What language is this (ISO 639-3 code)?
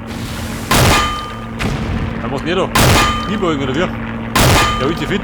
bar